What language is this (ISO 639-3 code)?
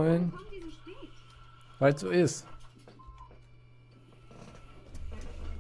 deu